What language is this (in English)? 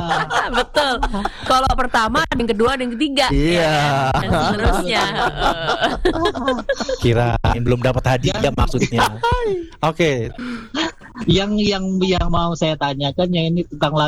Indonesian